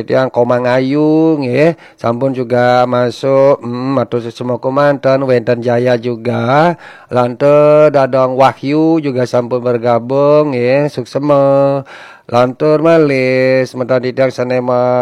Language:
Balinese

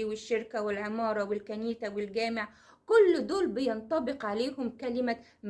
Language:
Egyptian Arabic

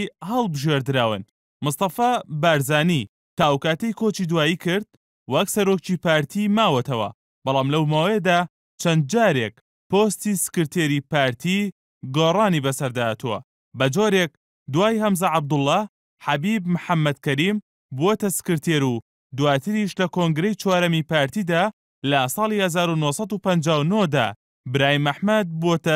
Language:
Central Kurdish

